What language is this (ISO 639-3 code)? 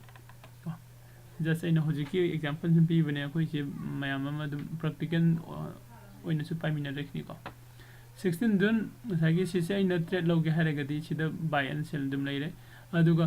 mni